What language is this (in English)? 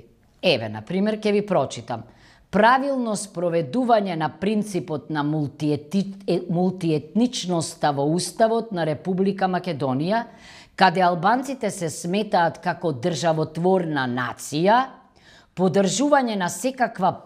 Macedonian